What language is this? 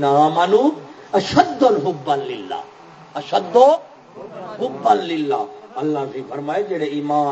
Saraiki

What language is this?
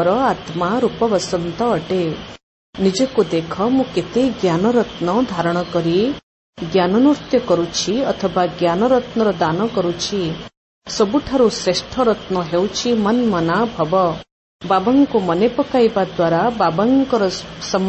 Odia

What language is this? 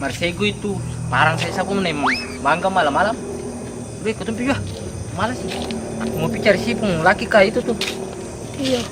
Ambonese Malay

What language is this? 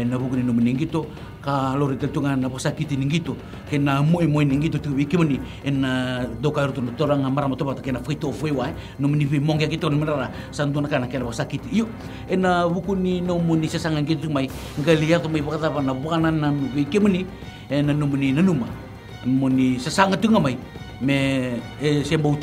Fijian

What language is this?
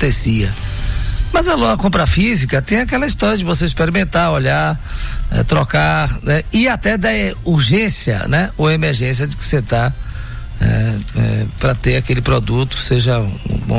Portuguese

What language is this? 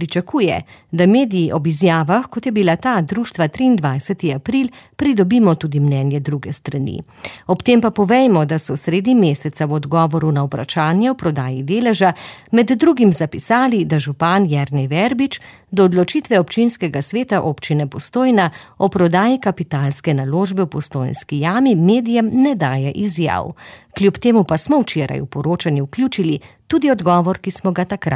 Slovenian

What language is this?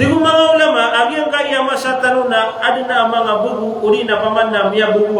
Maranao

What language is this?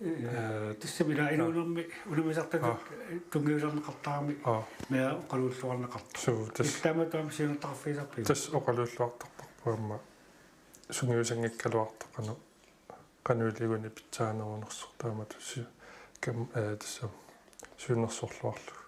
Kalaallisut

